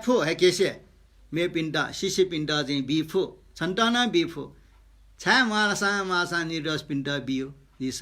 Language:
Newari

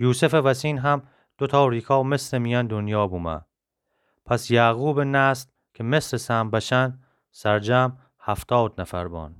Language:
Gilaki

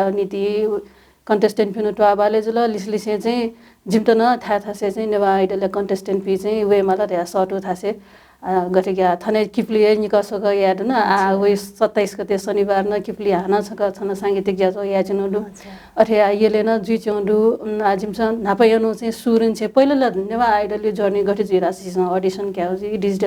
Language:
Newari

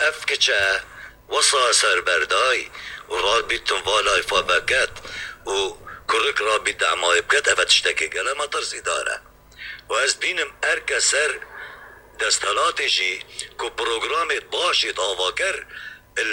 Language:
Kurdish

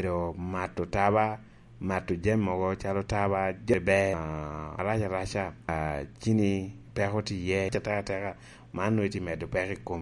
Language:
Lango (Uganda)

